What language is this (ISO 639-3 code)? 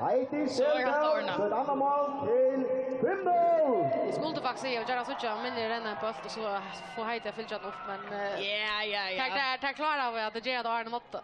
fao